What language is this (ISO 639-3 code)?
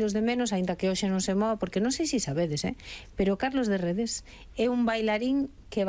glg